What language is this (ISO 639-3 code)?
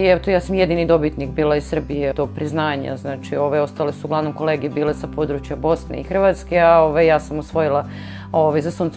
srp